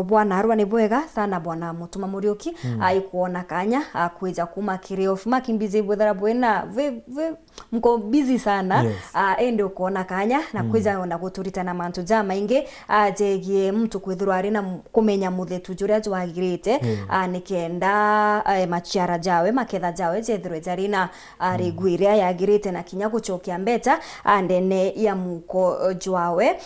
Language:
Meru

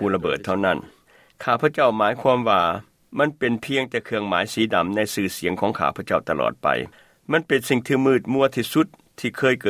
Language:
Lao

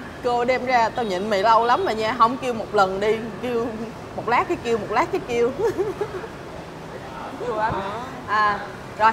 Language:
Vietnamese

